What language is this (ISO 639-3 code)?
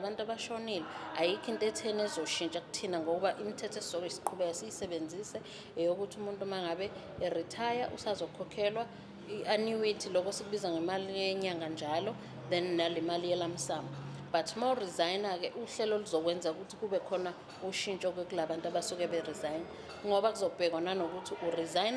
zul